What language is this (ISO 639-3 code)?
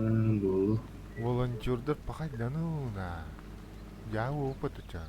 sah